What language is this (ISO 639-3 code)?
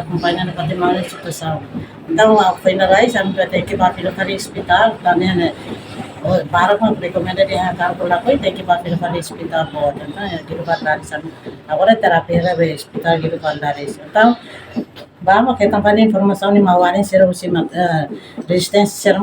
tet